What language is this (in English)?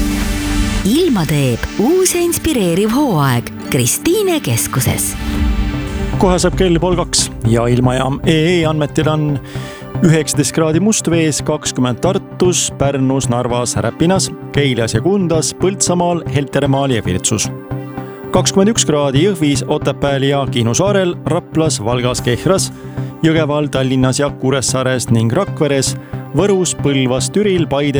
Estonian